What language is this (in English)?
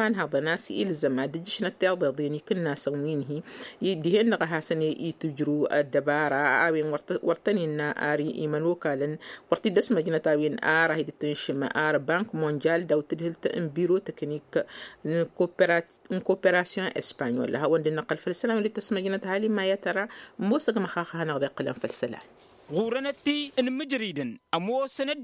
Tamasheq